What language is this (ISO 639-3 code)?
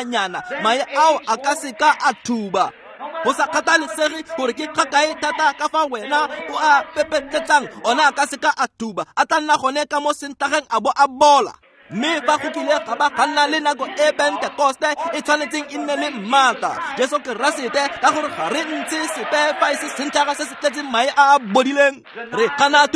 tsn